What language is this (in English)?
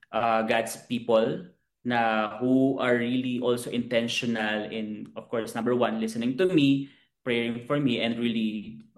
Filipino